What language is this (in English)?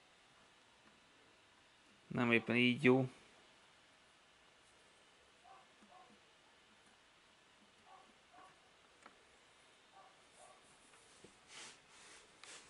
Hungarian